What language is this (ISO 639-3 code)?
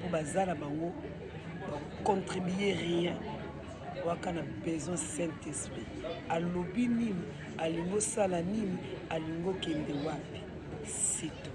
lin